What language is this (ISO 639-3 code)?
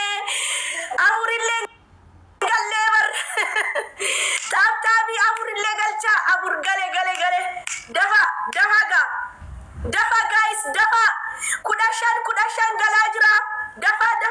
orm